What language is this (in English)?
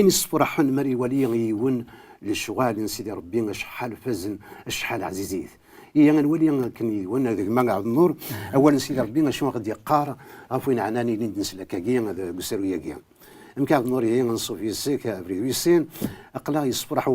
Kabyle